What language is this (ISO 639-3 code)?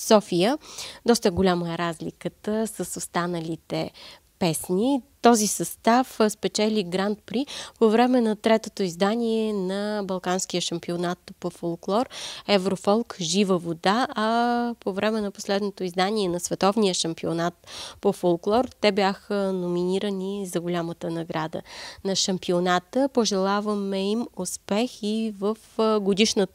bul